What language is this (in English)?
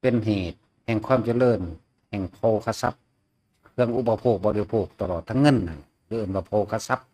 Northeastern Thai